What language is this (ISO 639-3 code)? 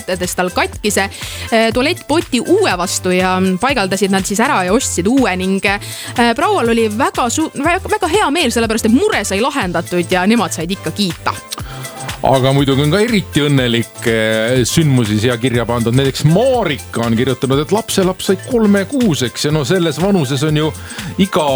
est